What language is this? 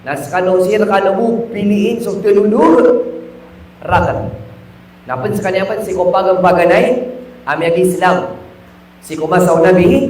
Maranao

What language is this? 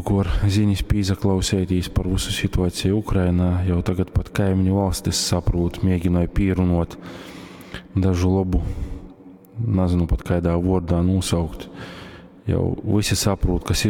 Latgalian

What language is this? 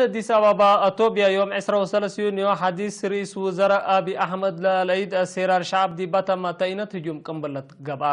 Tigre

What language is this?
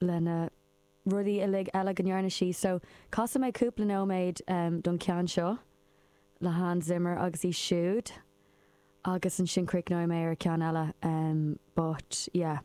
Irish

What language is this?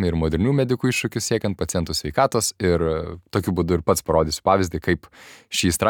Lithuanian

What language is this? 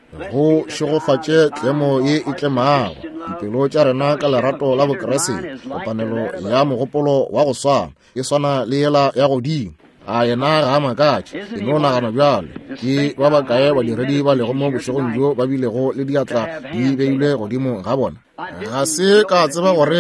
Northern Sotho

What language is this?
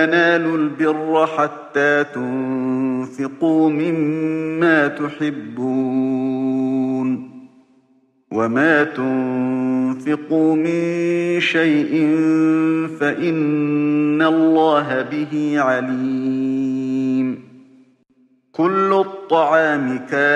Arabic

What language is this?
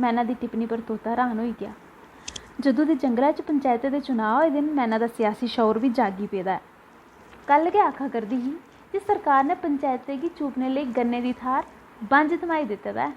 Dogri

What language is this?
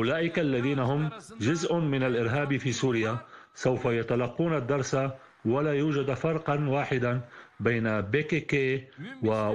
Arabic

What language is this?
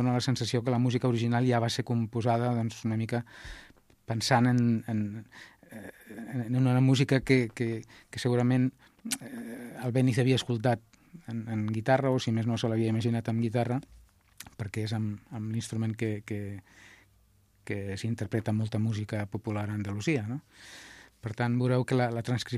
Catalan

